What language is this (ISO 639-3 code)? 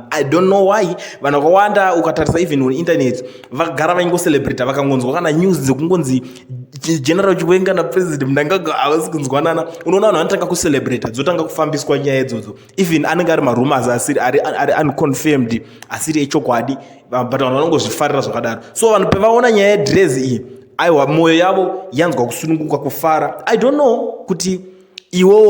sna